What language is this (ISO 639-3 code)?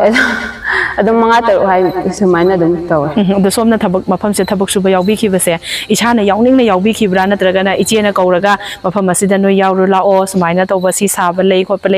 mni